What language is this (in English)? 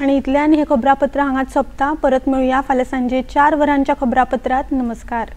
Konkani